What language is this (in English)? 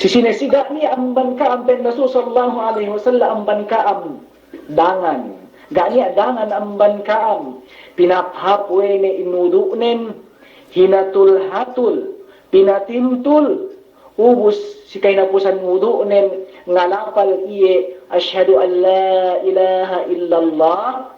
Yakan